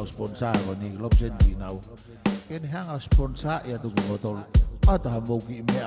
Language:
Tongan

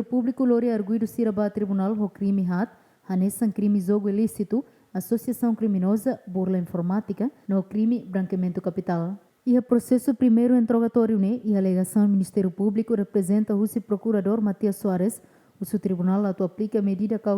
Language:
Tetum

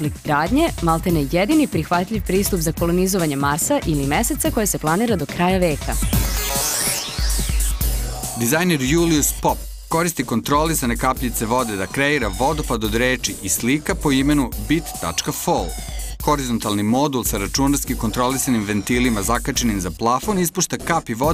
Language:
Serbian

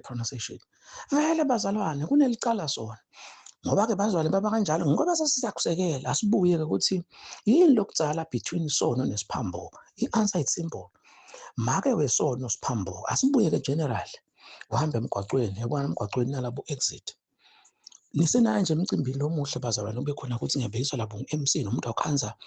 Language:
Zulu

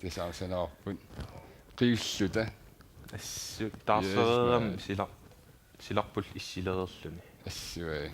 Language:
Kalaallisut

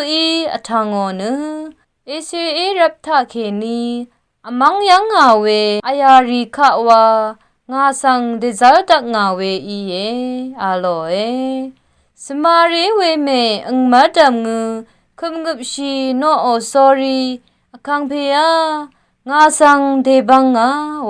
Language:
Rawang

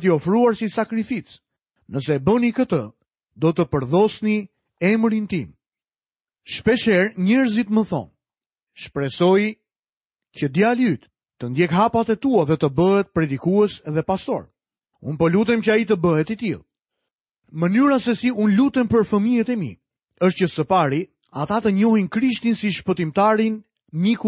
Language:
Albanian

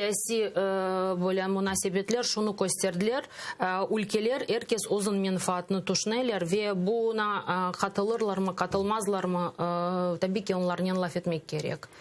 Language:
Crimean Tatar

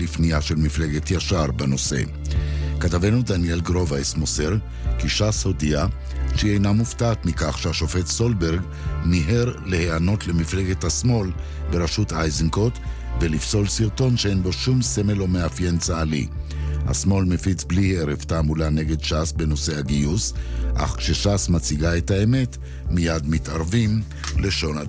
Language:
Hebrew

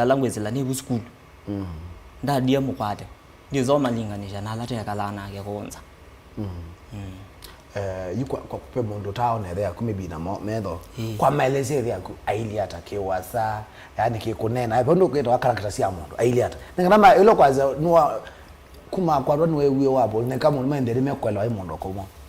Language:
Kamba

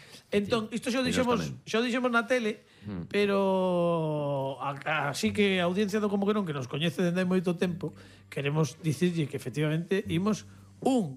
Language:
Galician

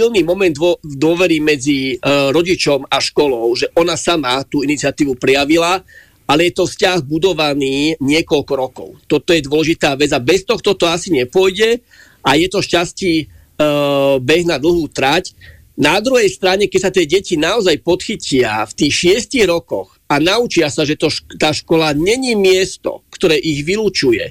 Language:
Slovak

